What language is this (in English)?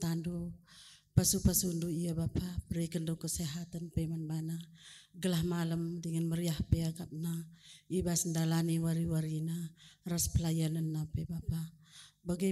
Batak Karo